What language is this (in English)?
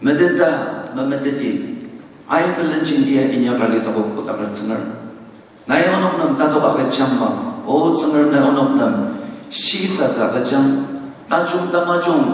Ao Naga